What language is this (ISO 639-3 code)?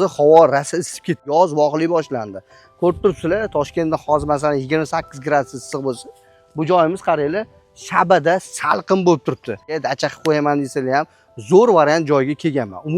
uzb